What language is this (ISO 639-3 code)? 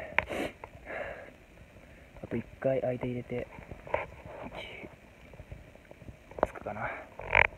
jpn